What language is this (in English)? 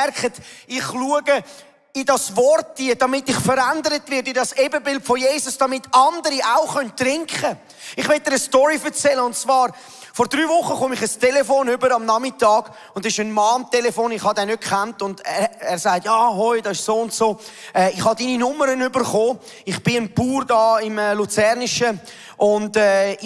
Swiss German